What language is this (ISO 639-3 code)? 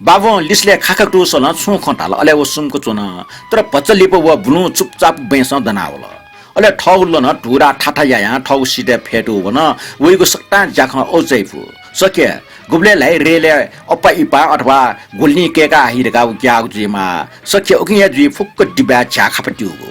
new